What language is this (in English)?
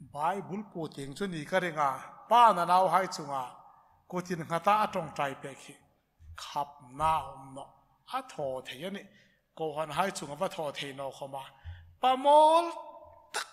Hmar